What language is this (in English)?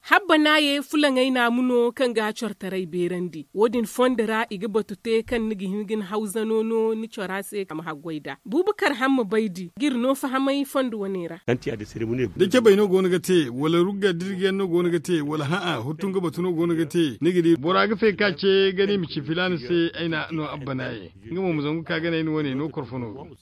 Zarma